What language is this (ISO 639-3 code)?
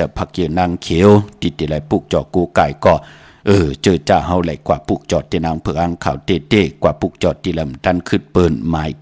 shn